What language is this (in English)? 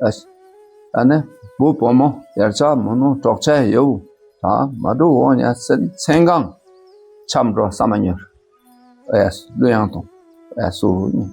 Dakpakha